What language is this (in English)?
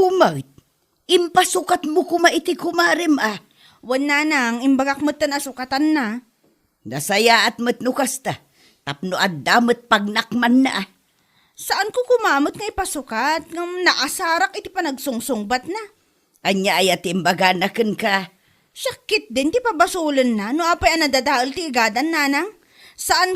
Iloko